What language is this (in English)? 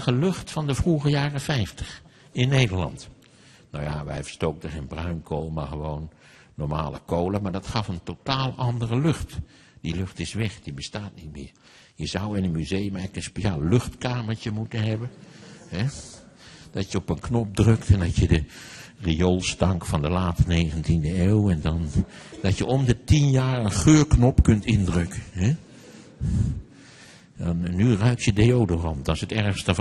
Dutch